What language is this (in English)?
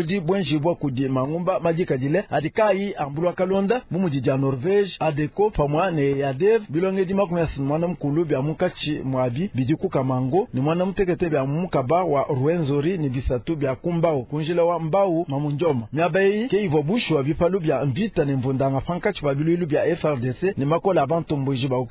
Luba-Lulua